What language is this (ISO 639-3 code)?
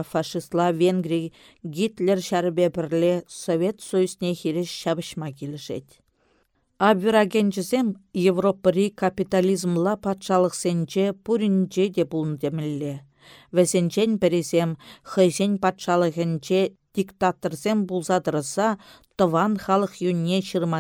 chv